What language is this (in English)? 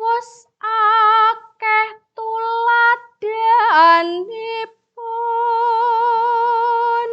Javanese